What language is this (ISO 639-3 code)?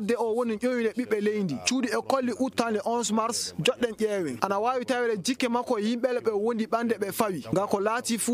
ful